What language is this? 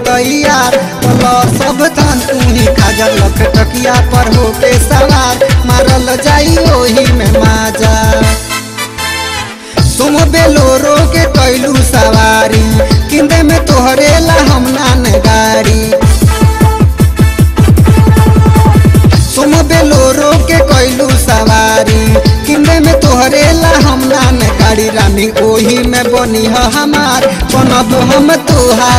Bhojpuri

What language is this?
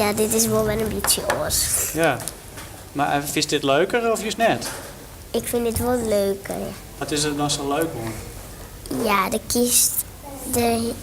Western Frisian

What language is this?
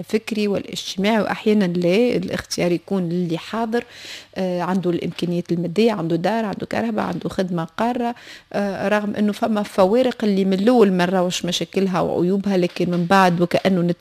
Tunisian Arabic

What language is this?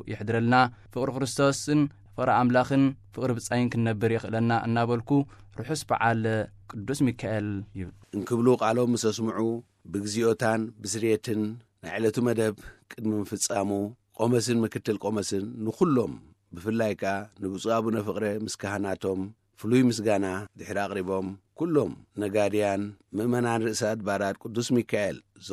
Tigrinya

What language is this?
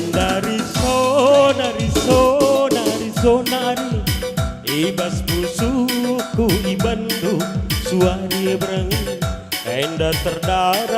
Batak Karo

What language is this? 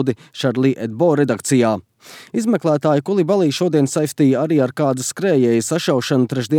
Latvian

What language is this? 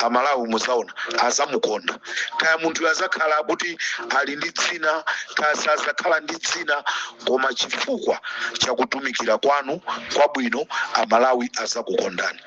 Nyanja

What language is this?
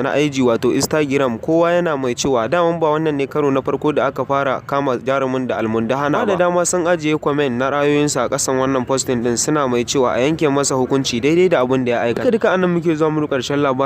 Hausa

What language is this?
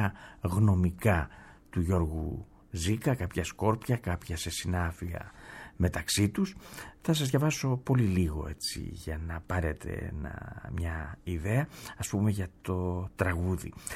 Greek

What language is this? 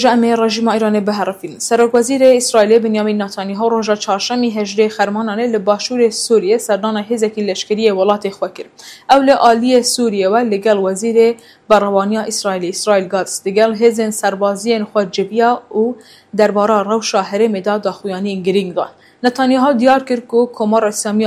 Kurdish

